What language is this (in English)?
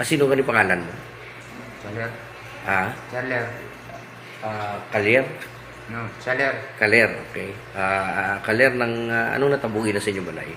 Hiligaynon